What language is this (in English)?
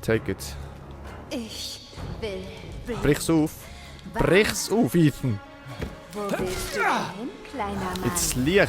Swiss German